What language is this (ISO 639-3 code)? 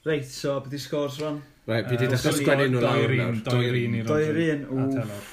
cym